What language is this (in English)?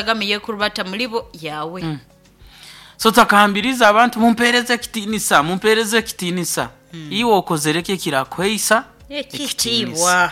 Nyoro